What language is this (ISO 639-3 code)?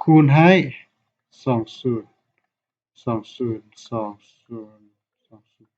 lao